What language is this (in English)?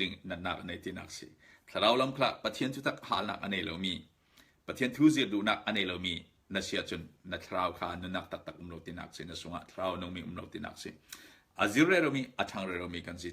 Falam Chin